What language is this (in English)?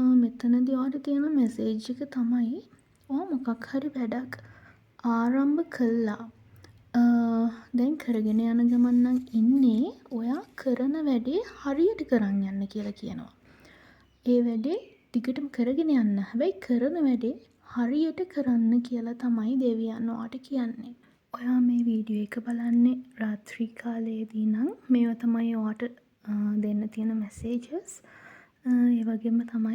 Sinhala